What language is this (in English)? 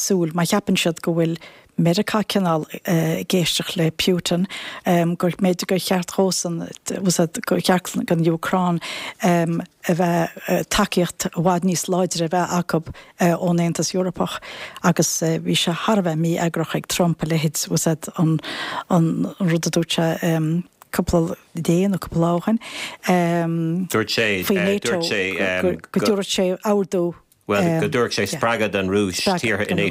Irish